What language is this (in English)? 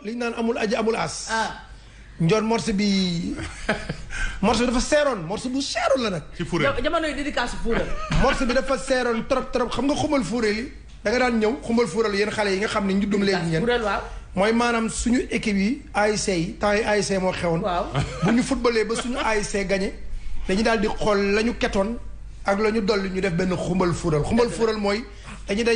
Wolof